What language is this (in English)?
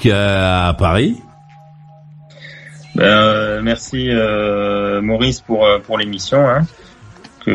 French